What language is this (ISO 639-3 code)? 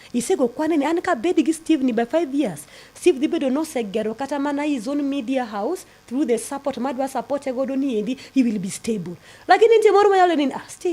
luo